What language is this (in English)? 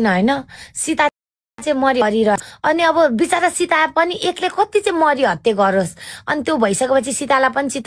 Nepali